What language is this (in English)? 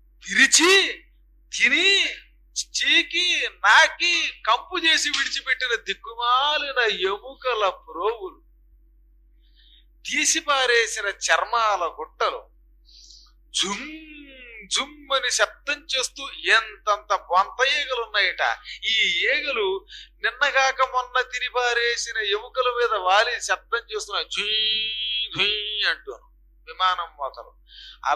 Telugu